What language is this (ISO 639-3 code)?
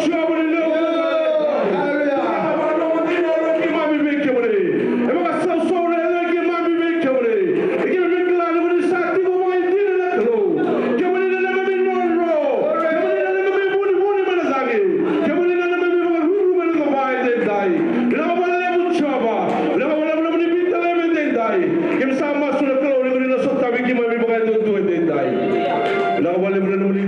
fij